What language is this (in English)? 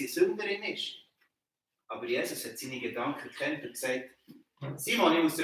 Swiss German